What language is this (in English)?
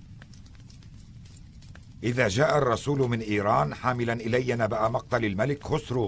Arabic